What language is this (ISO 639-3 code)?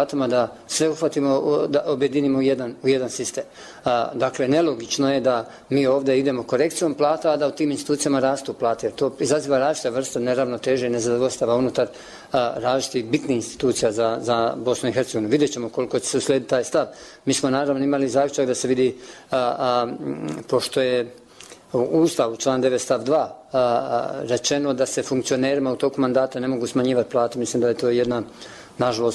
bos